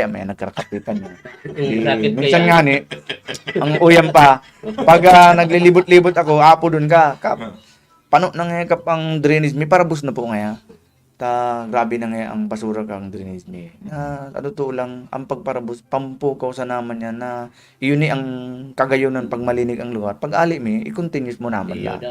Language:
Bikol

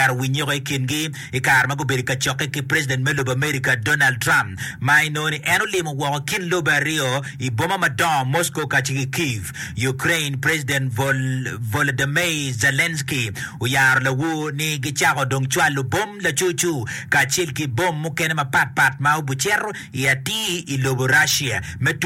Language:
Acoli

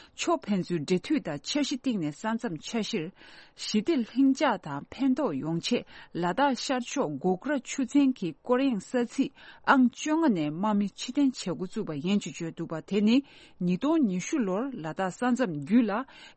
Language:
Tibetan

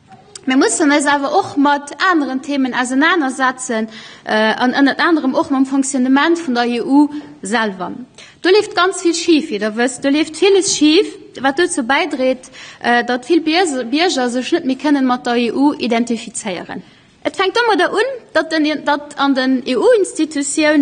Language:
Luxembourgish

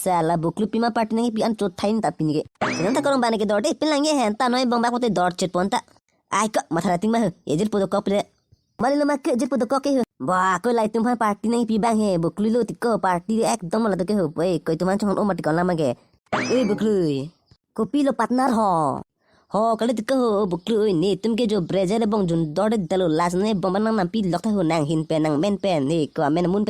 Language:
Karbi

